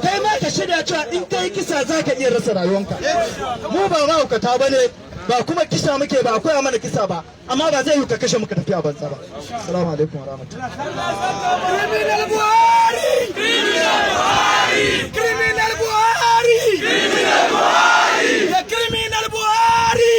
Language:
Hausa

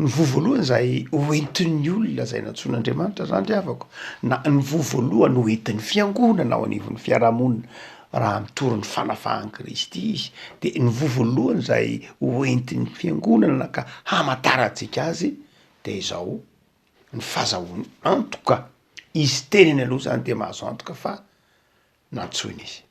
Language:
Malagasy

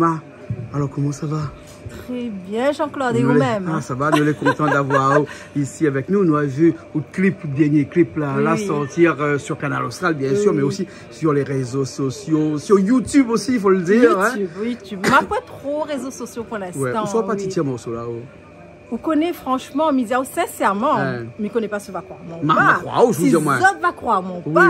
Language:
Réunion Creole French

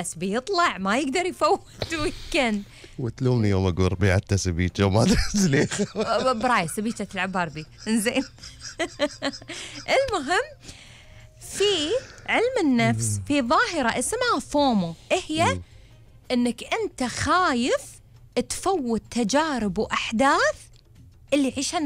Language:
Gulf Arabic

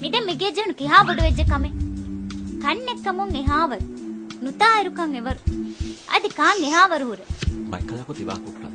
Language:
Divehi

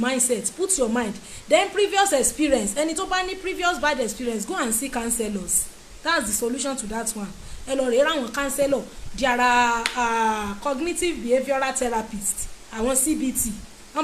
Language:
Yoruba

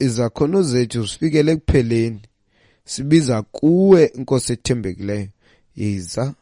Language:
Xhosa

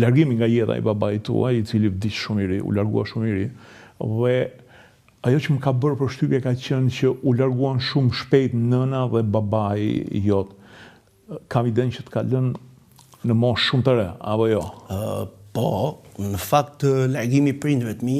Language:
Albanian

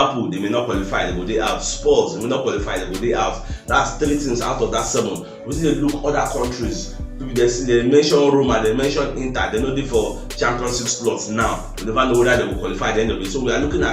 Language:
Nigerian Pidgin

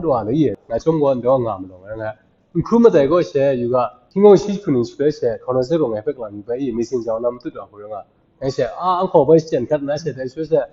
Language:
Kachin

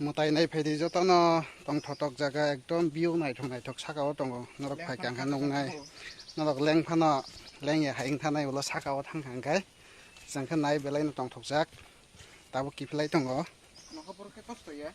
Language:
Kok Borok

